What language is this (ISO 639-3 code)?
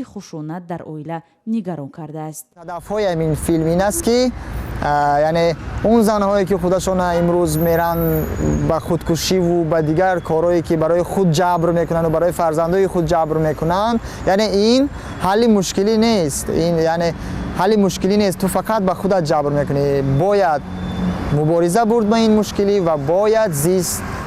tgk